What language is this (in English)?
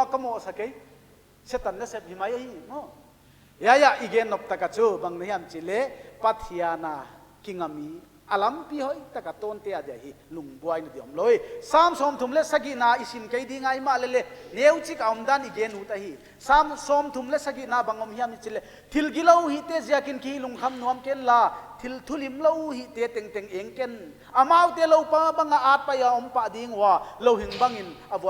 Paite Chin